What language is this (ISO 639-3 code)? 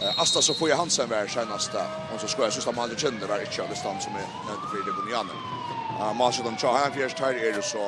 fao